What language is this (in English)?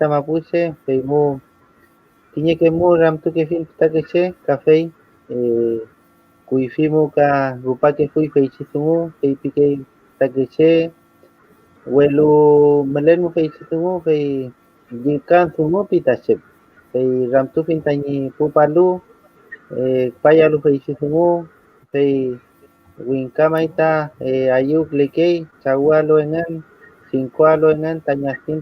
Mapuche